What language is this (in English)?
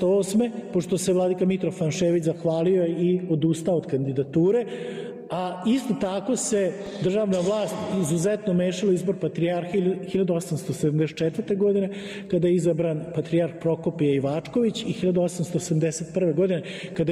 Serbian